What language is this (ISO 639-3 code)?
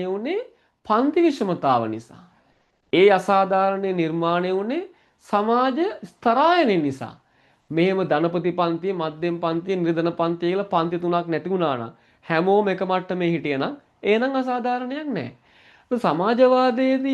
sin